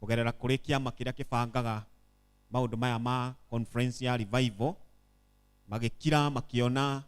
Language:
Kikuyu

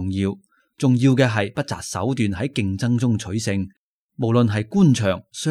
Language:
Cantonese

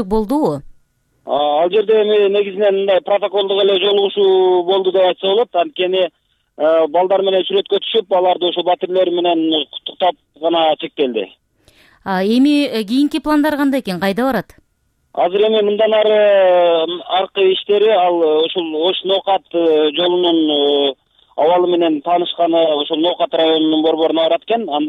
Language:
Kyrgyz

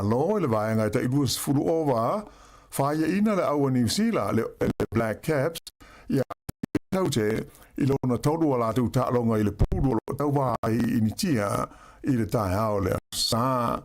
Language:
Samoan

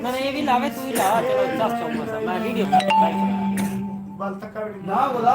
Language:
Saraiki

